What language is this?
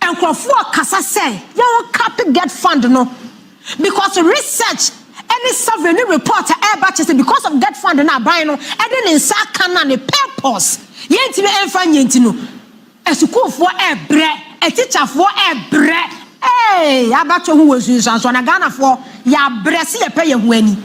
Akan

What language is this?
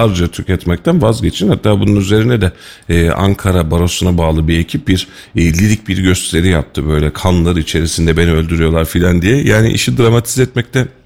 Turkish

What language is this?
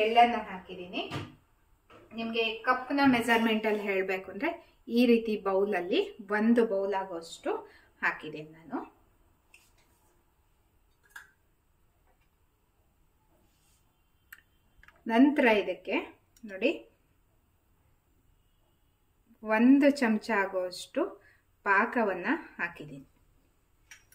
Kannada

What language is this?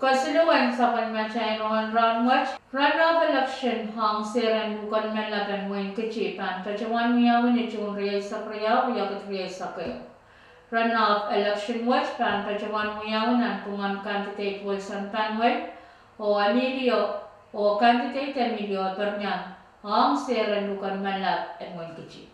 Pohnpeian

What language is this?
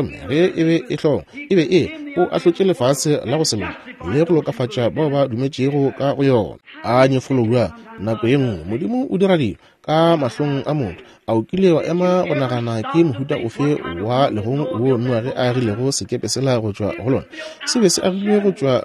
Northern Sotho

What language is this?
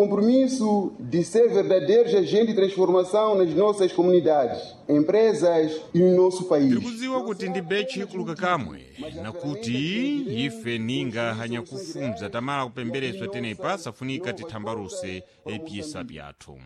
Sena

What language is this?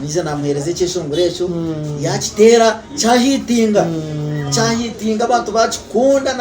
Nyankole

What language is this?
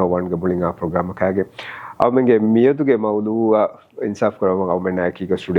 Divehi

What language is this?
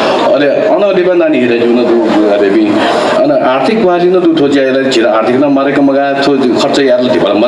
Newari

